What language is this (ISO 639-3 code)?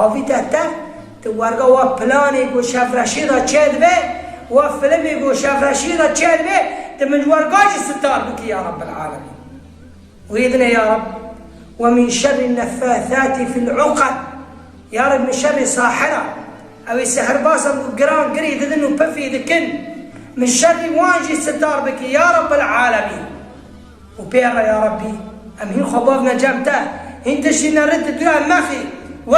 kur